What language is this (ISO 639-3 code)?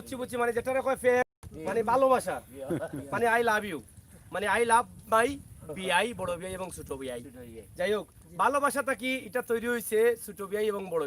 syl